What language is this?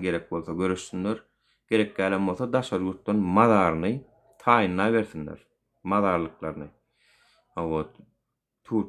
Turkmen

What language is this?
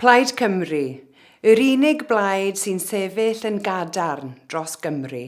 Welsh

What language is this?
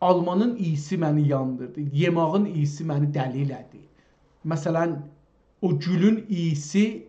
South Azerbaijani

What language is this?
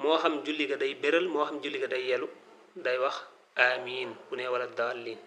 Wolof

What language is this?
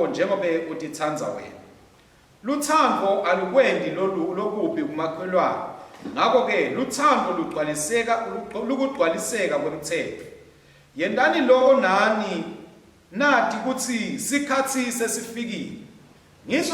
Swati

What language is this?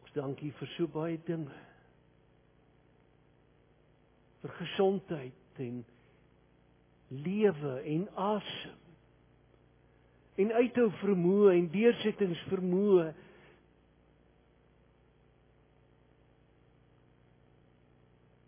Afrikaans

